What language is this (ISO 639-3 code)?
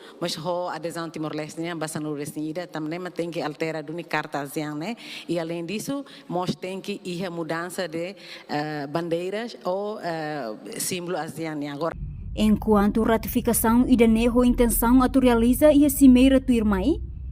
tet